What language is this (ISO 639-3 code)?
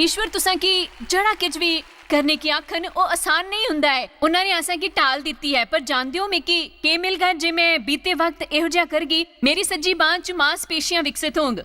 doi